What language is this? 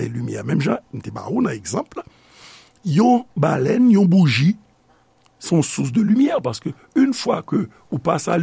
Haitian Creole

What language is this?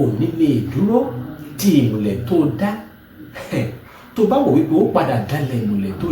Yoruba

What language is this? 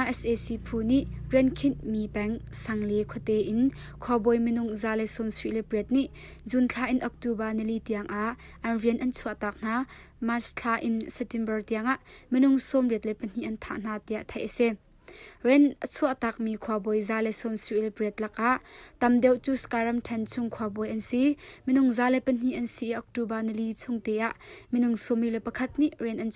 Hakha Chin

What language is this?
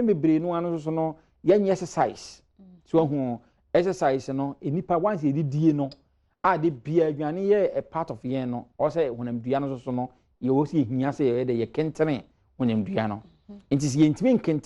Akan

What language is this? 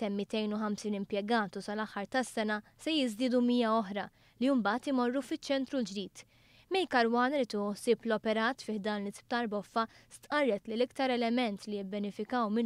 Maltese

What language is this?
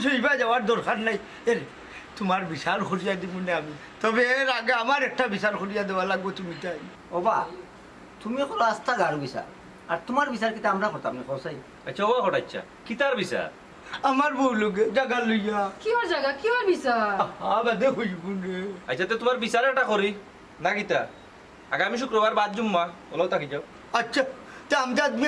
Sylheti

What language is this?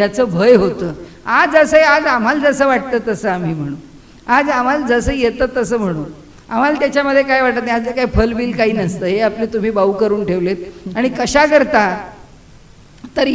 Marathi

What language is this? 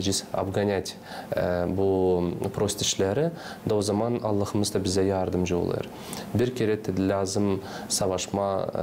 Gagauz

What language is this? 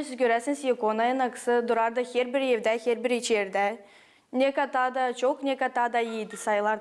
Gagauz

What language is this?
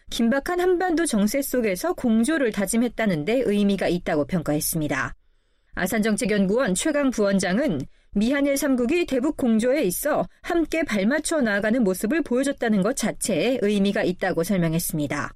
Korean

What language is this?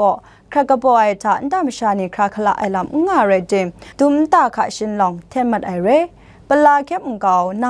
Kachin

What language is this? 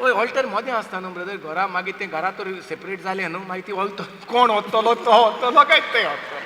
Konkani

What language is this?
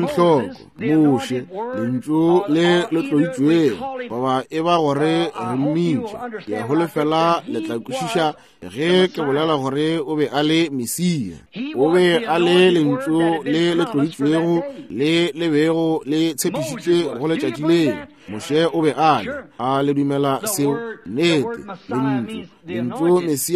Northern Sotho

